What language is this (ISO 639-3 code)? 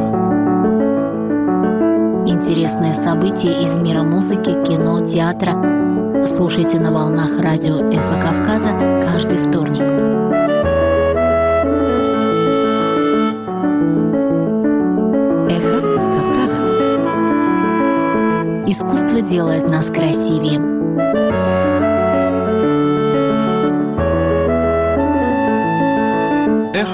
rus